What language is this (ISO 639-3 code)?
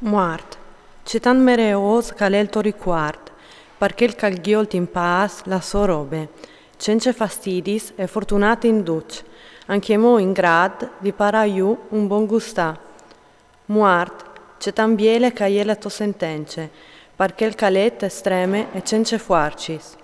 fur